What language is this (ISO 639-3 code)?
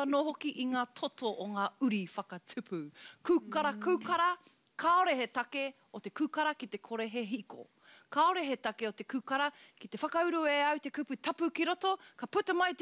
mri